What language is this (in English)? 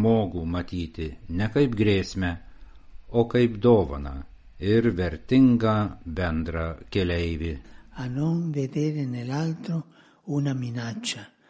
Lithuanian